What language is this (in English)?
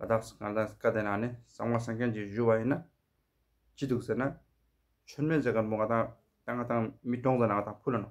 Tibetan